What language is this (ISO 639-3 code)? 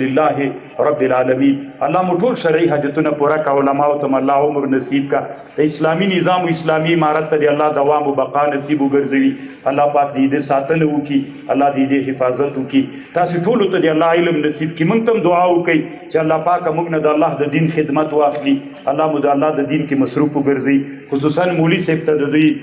pus